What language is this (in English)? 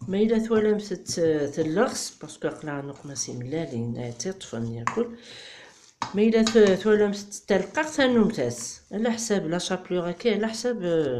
Kabyle